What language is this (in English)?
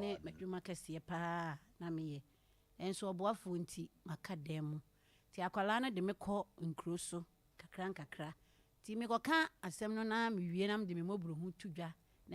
Akan